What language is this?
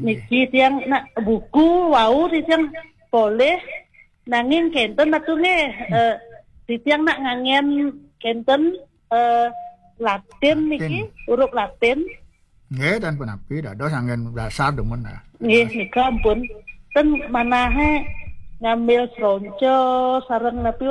Balinese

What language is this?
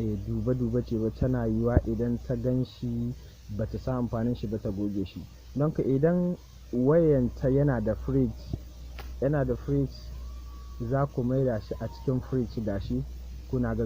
Hausa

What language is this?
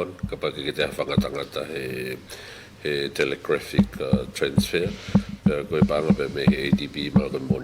Tongan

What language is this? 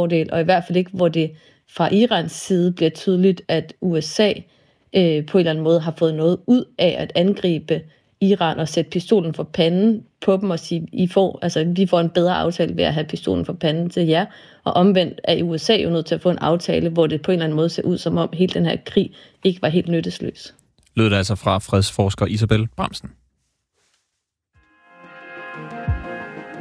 Danish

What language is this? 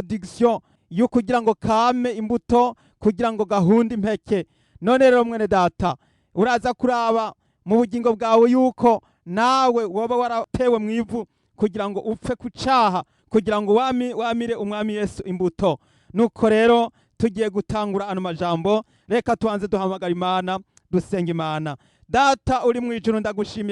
Rundi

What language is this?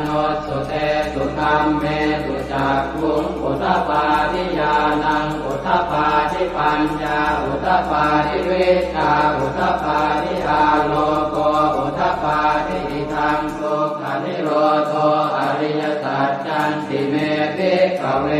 Pali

